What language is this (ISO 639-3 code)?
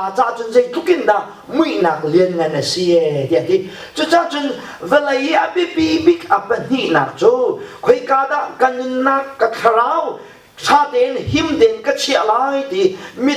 cnh